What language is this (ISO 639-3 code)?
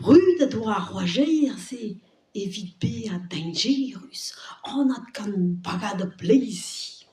bre